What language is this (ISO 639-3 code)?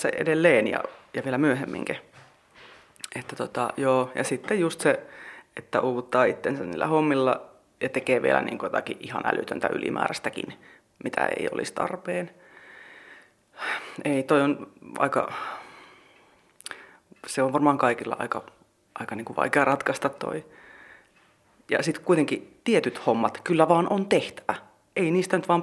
fin